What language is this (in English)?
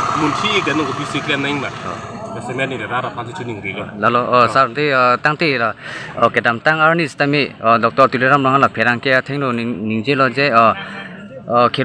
Karbi